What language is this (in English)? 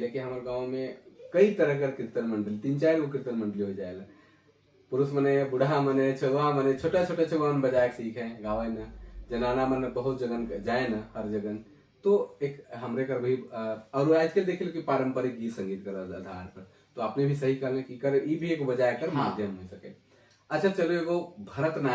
Sadri